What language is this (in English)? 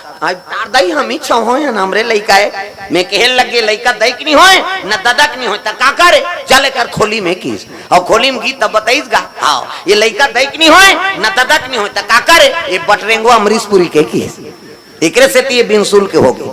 Chhattisgarhi